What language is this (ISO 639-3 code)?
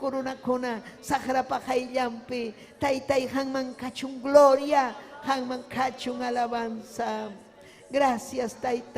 quy